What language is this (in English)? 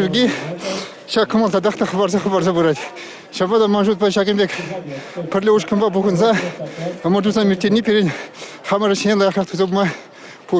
Chuvash